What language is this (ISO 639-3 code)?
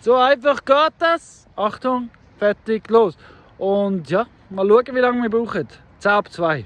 gsw